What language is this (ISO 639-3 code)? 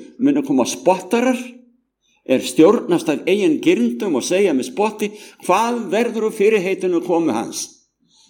isl